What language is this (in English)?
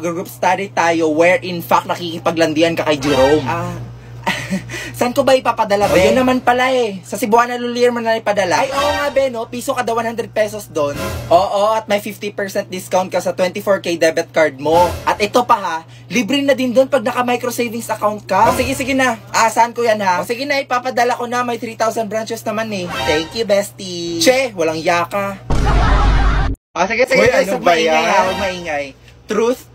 Filipino